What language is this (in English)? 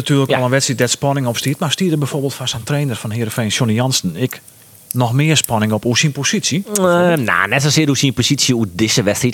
Western Frisian